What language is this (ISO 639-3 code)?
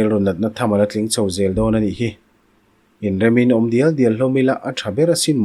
lus